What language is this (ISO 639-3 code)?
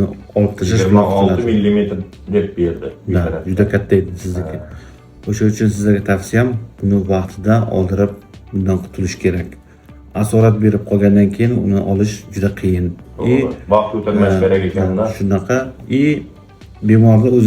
uzb